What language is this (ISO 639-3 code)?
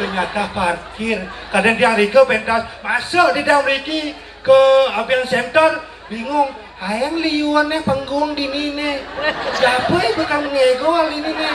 ban